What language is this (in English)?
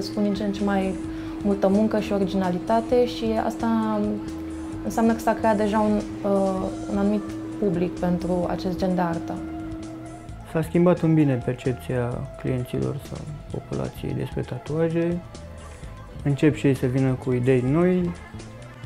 Romanian